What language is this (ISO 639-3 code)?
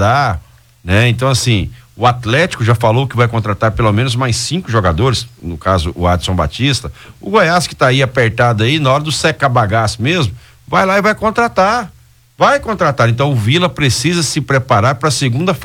por